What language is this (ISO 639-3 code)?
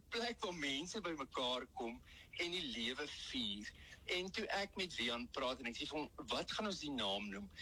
afr